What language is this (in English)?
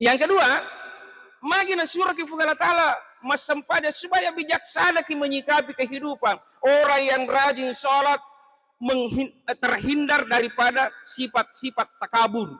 Buginese